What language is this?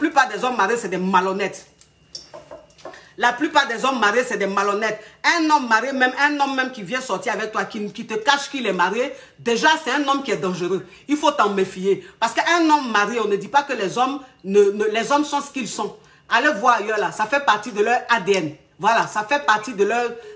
French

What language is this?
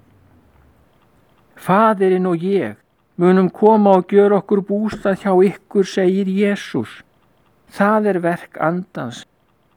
Icelandic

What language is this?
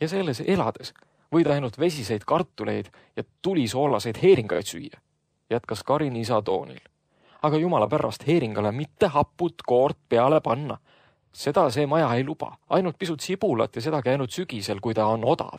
Estonian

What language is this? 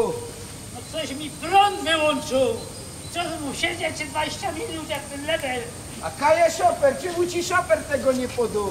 Silesian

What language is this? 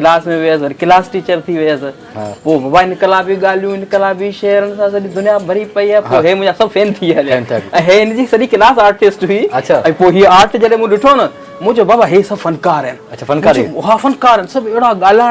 Sindhi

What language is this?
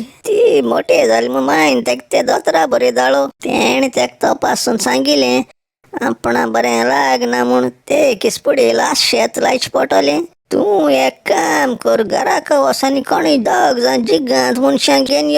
Konkani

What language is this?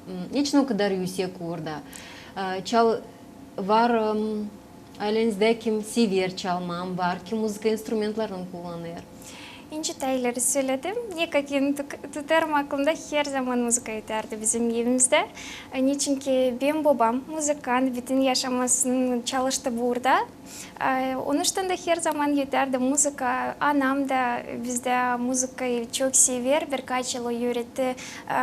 Gagauz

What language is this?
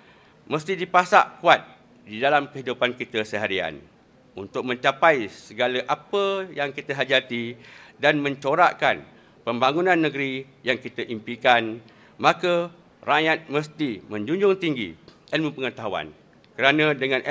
Malay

